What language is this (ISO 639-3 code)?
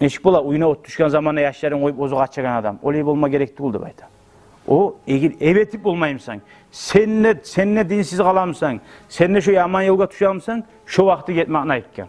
kum